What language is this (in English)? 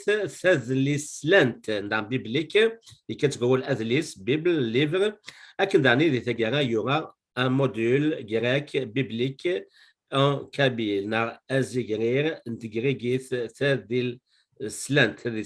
Kabyle